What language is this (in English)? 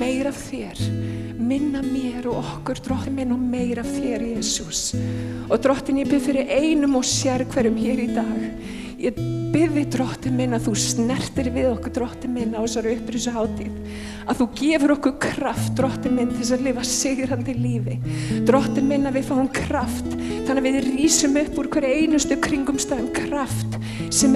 Icelandic